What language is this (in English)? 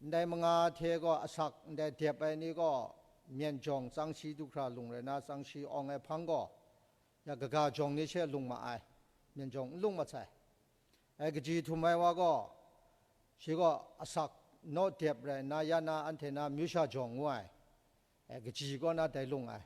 Kachin